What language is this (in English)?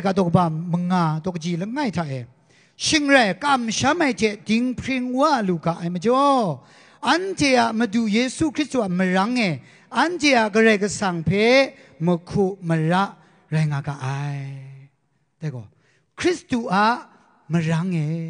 Kachin